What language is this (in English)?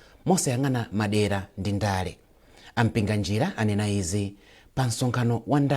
Nyanja